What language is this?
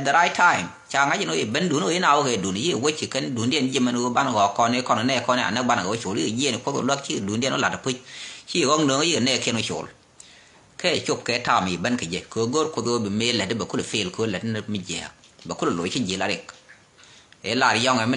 Nuer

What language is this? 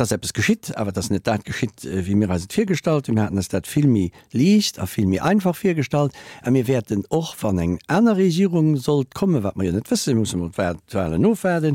Luxembourgish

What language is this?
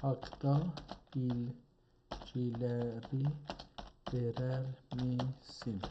South Azerbaijani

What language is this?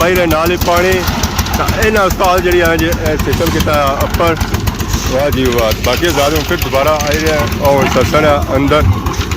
Pahari-Potwari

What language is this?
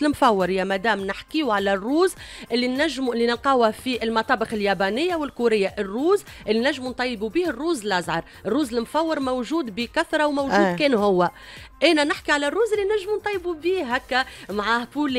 Tunisian Arabic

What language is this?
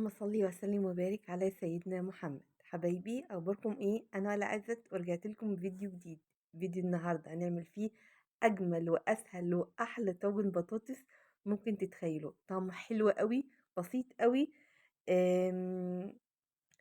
Egyptian Arabic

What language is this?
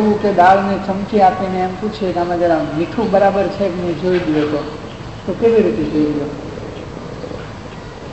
Gujarati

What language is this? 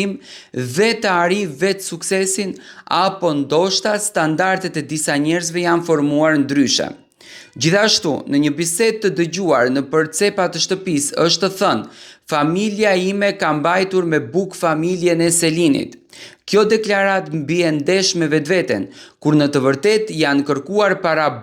Albanian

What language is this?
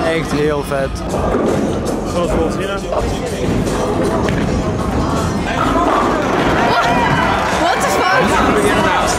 Dutch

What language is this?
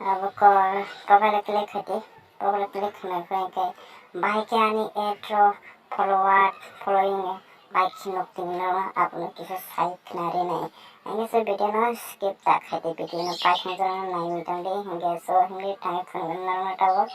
Kok Borok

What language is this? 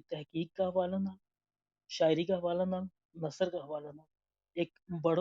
Gujari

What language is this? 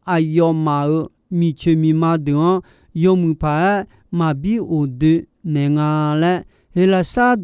Akha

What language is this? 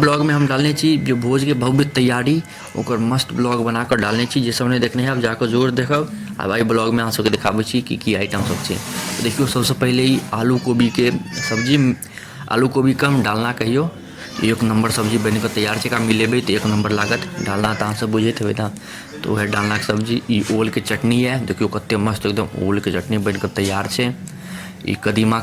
Maithili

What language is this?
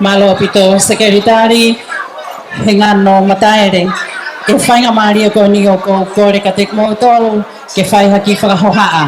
Tongan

